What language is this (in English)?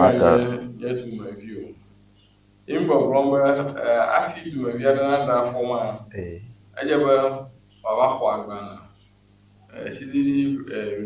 Ewe